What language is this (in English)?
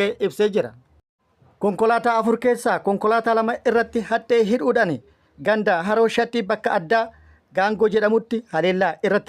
Oromo